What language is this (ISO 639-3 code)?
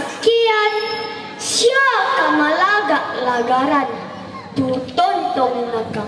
sda